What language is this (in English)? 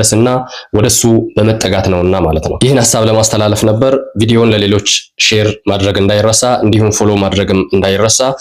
Amharic